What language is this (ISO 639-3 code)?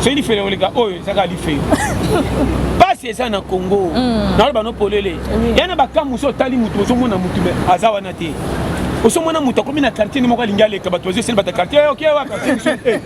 lin